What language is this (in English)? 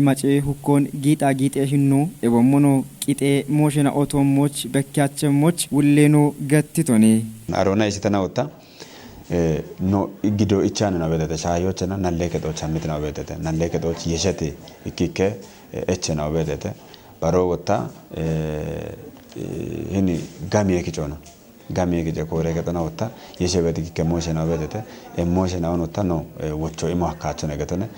Kafa